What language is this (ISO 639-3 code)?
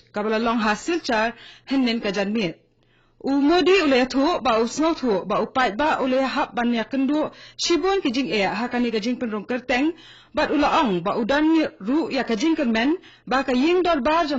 kha